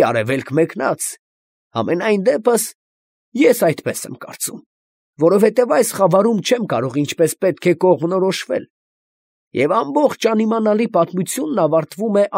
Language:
Armenian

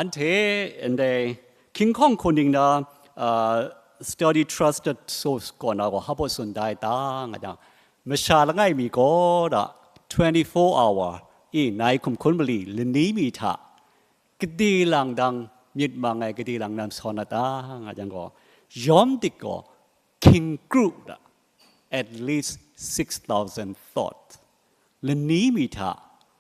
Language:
Kachin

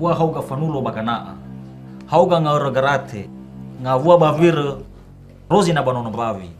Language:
Nias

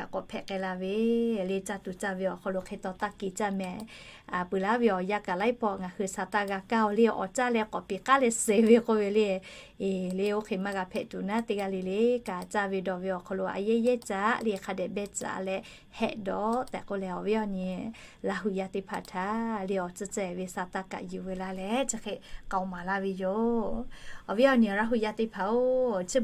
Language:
Lahu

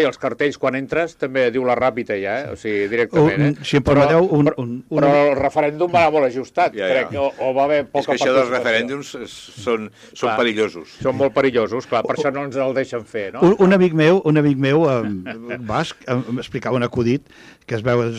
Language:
Catalan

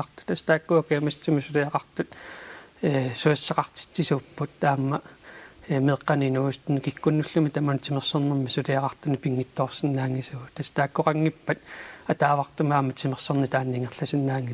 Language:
Kalaallisut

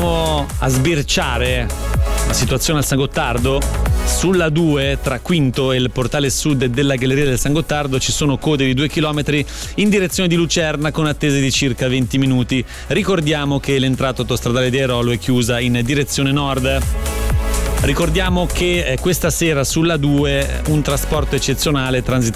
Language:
Italian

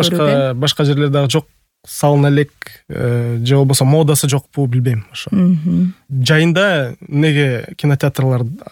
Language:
Kyrgyz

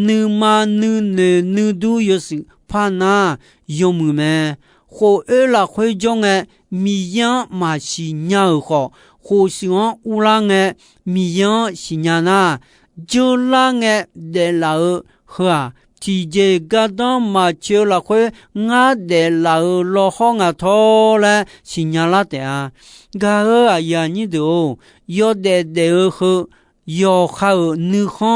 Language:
Akha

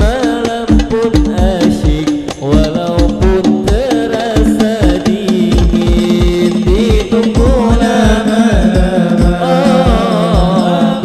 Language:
Banjar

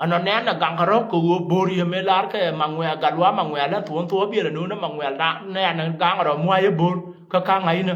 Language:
Nuer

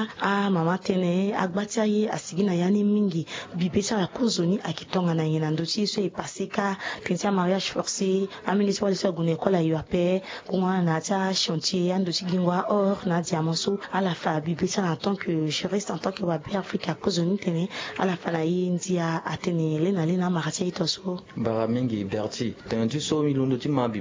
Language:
Sango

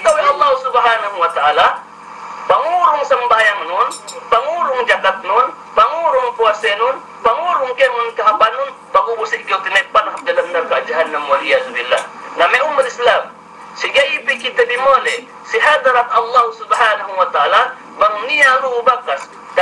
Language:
Yakan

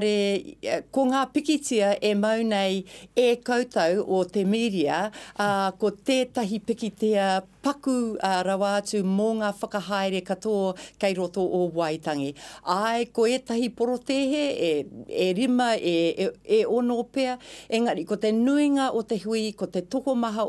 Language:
Māori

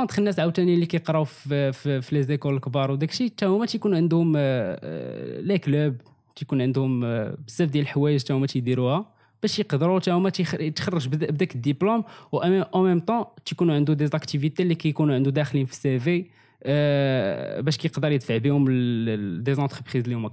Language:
Moroccan Arabic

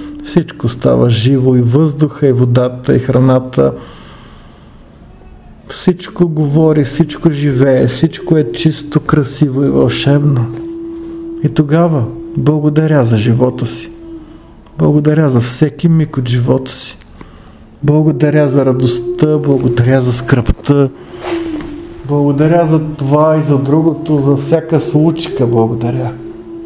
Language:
Bulgarian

